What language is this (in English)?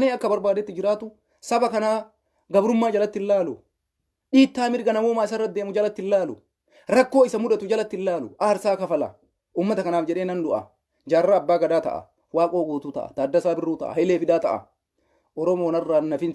Oromo